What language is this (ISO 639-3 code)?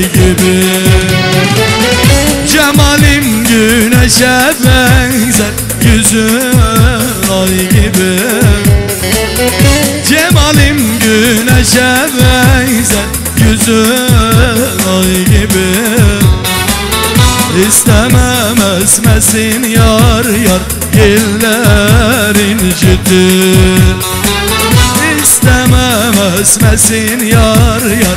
tur